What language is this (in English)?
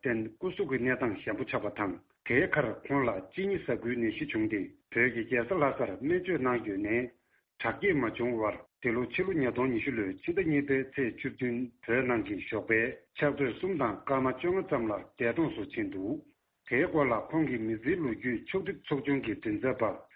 Tibetan